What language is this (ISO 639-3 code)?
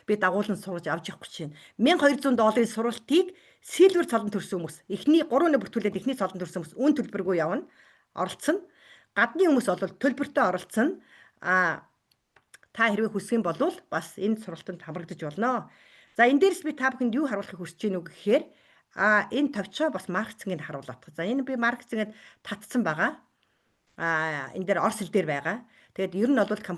mon